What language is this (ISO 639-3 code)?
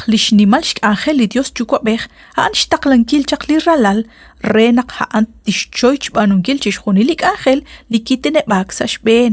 kek